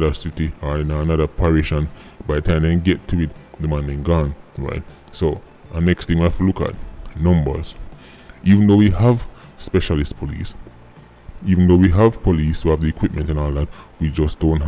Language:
Jamaican Creole English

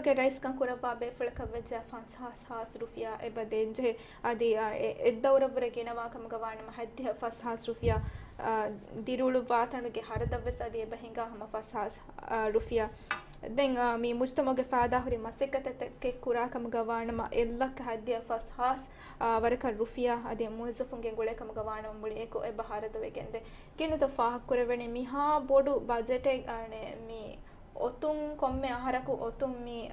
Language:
Divehi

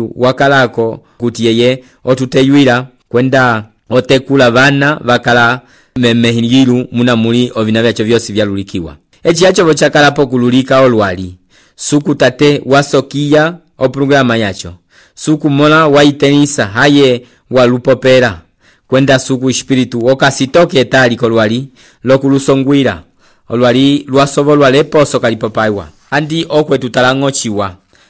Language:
Umbundu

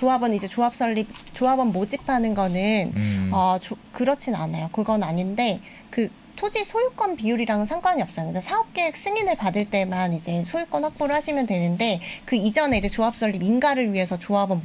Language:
Korean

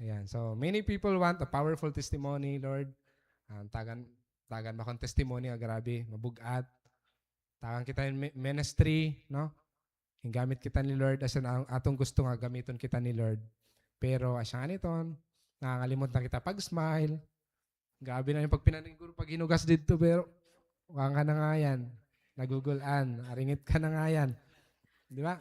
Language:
Waray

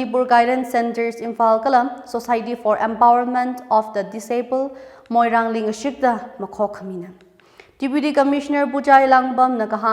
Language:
Tangkhul Naga (India)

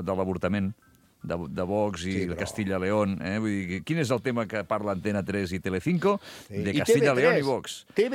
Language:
Catalan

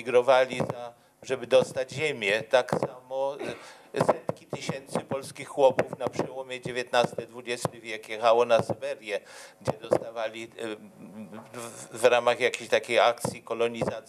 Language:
Polish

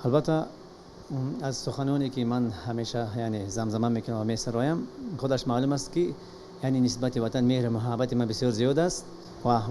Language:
Tajik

